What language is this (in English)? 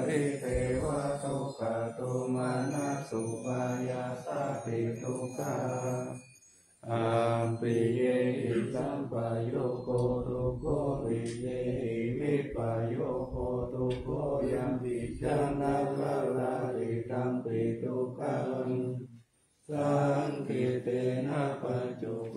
Pali